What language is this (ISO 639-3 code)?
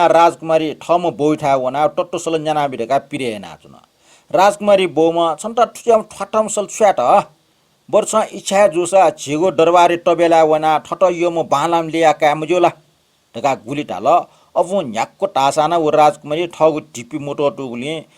new